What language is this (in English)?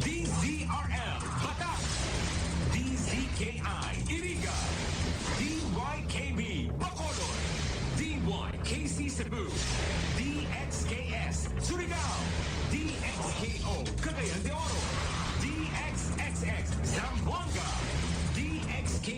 Bikol